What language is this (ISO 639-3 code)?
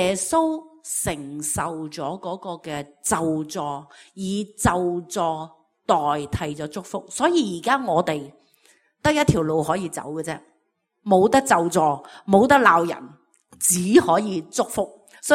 yue